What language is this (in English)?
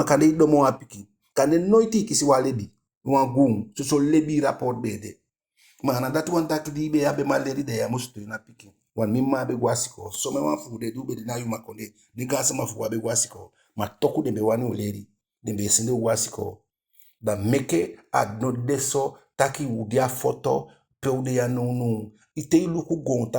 Eastern Maroon Creole